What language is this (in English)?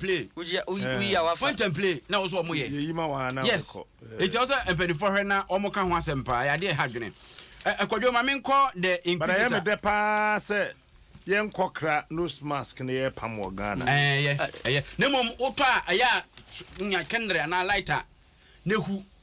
Akan